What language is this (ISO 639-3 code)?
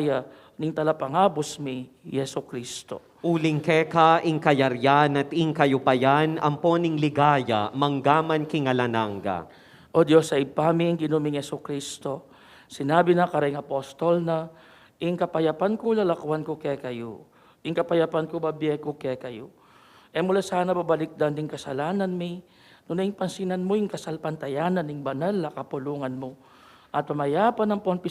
pam